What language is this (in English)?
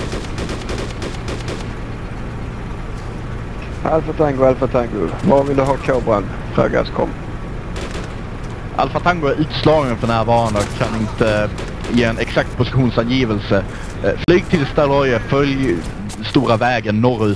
Swedish